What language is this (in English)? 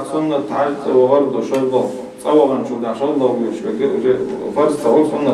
Chechen